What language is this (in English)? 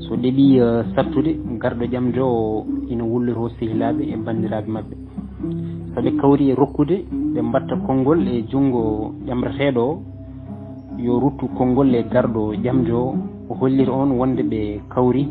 Fula